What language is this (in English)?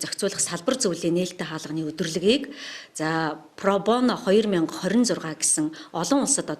Mongolian